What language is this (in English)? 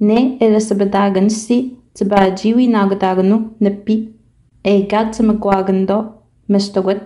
Innu-aimun